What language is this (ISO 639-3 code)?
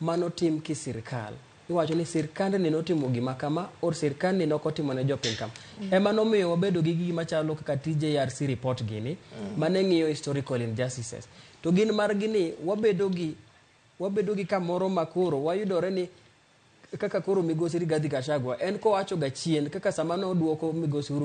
luo